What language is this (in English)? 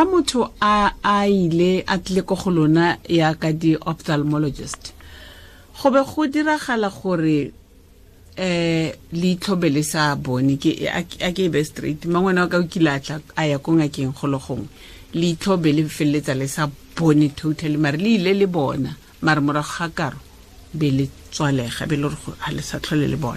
Tswana